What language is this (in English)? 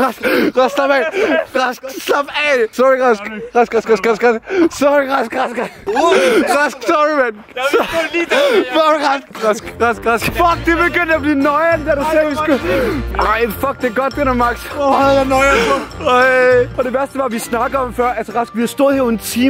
Danish